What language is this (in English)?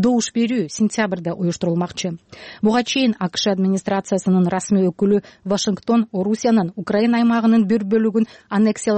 Kyrgyz